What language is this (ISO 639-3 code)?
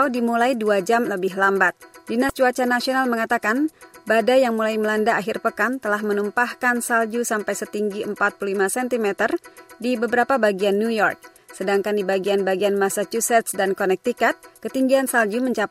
ind